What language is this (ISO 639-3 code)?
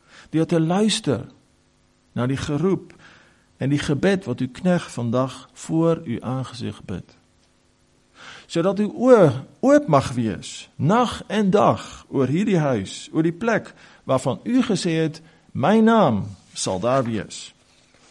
afr